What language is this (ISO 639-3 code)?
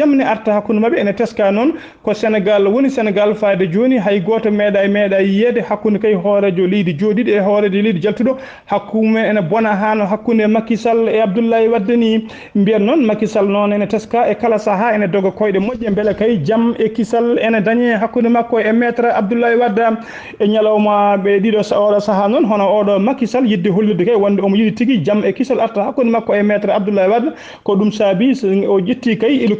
ful